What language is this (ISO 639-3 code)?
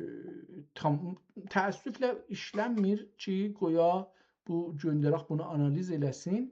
azb